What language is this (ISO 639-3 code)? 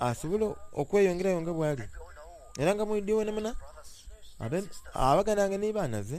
xog